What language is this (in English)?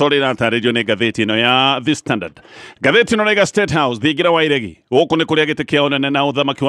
Kikuyu